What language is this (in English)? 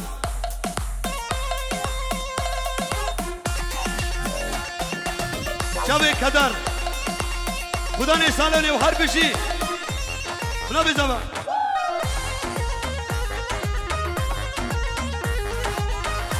Persian